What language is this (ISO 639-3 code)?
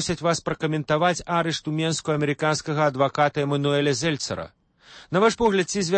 bel